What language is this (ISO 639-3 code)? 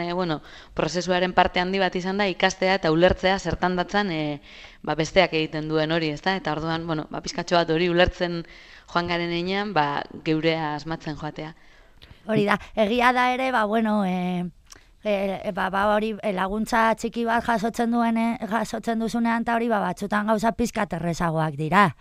eus